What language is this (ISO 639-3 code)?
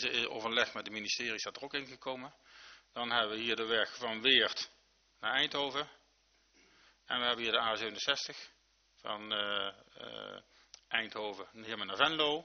nld